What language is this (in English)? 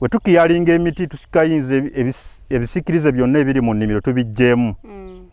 Ganda